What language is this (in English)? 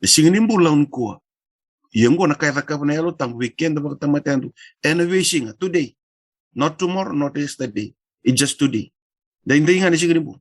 Fijian